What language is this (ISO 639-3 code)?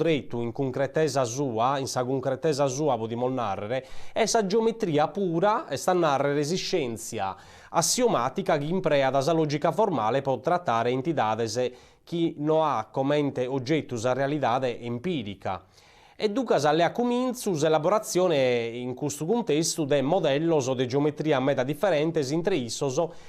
srd